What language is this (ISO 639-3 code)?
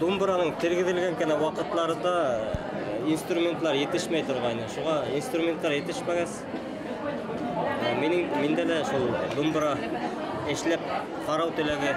bak